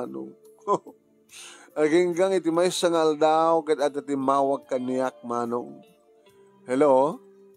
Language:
Iloko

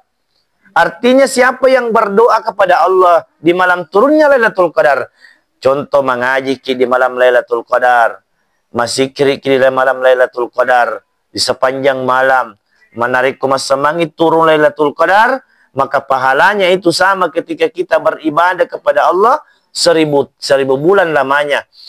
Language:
Buginese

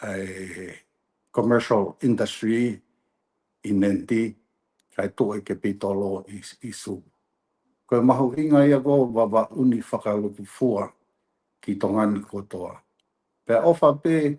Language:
Tongan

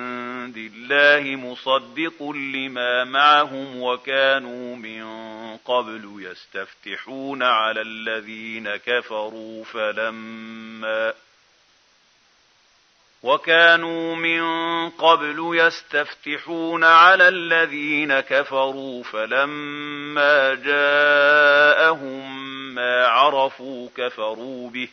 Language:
Arabic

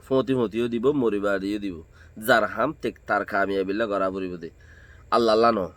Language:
Rohingya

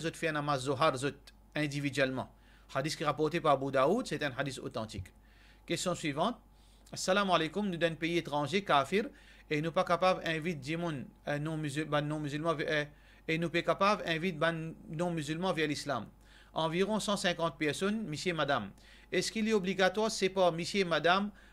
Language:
Morisyen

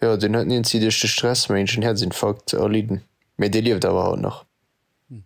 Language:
Luxembourgish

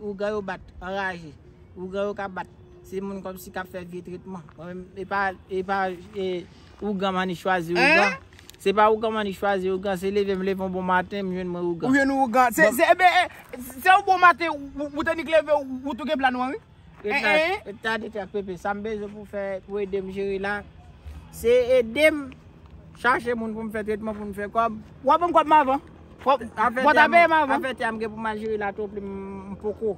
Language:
Haitian Creole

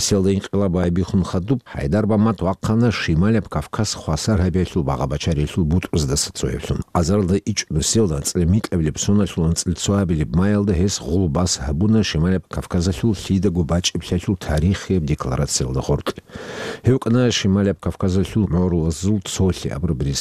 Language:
Avaric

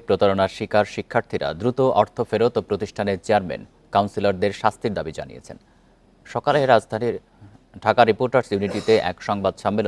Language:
Bangla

